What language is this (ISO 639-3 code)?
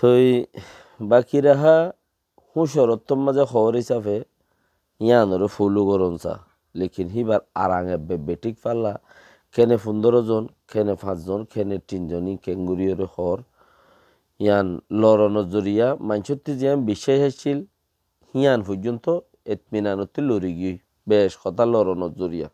rhg